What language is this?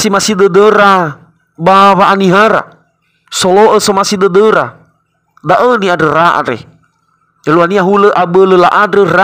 Nias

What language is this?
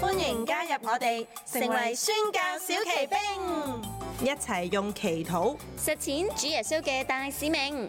Cantonese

